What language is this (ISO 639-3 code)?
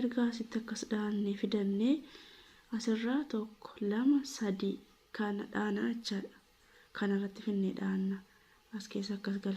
orm